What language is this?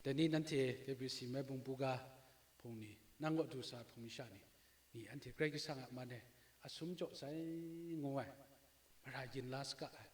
Kachin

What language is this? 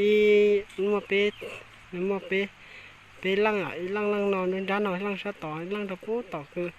Hmong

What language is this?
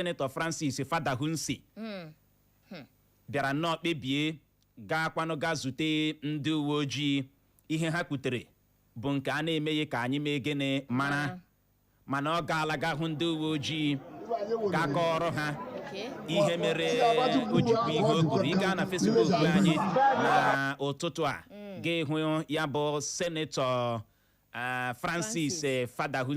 Igbo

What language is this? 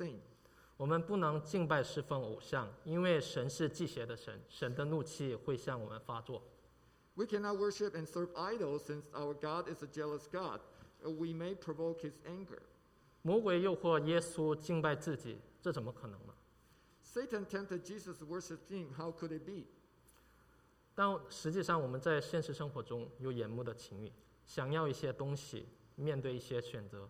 Chinese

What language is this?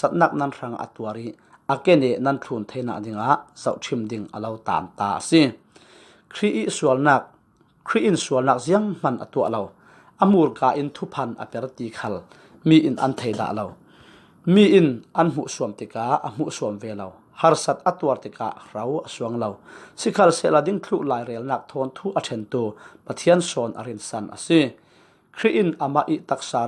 Falam Chin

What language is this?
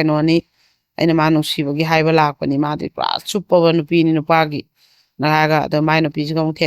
Manipuri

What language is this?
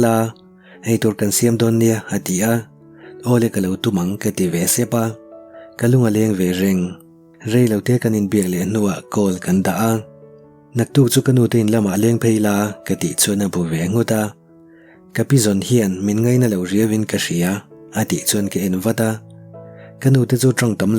Mizo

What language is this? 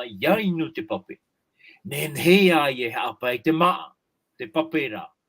Tahitian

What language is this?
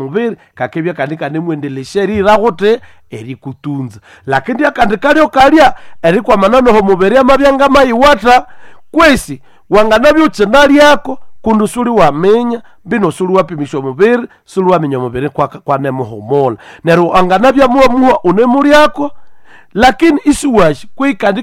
Nande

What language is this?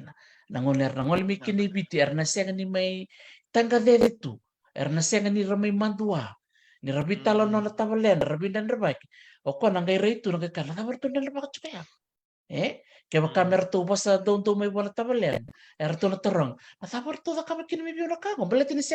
Fijian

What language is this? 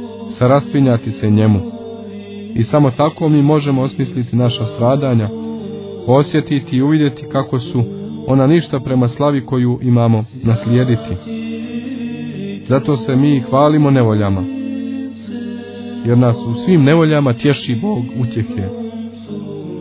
Croatian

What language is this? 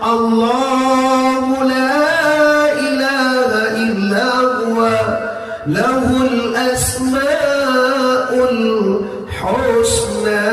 Minangkabau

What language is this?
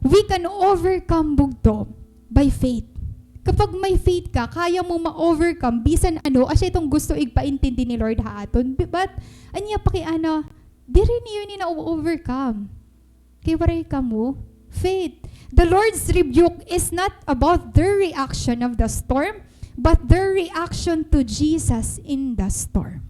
Waray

